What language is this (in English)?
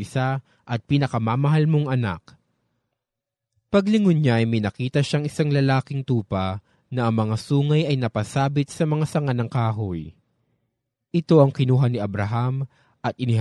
Filipino